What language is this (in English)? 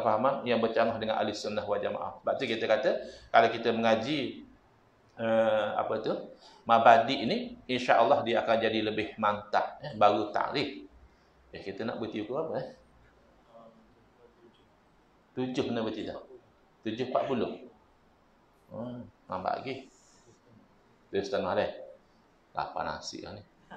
Malay